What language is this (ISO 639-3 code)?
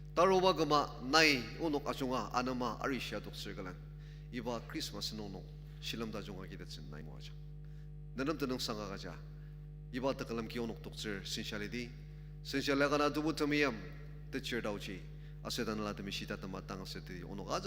njo